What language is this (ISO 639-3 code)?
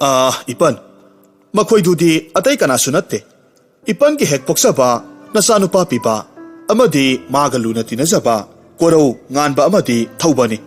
mni